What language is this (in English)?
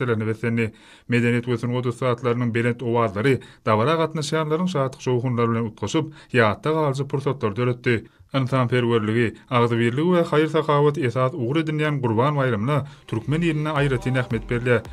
Turkmen